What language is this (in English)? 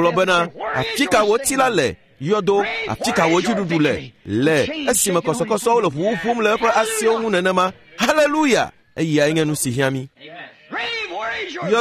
Ewe